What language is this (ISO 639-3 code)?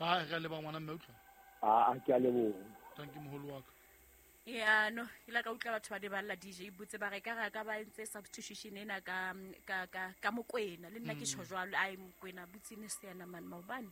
sot